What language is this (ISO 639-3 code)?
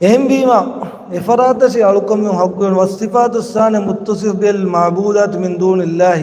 div